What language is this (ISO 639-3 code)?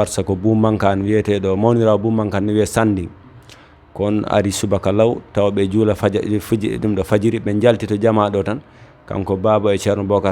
ful